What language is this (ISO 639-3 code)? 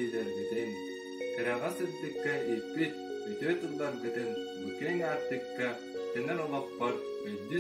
sah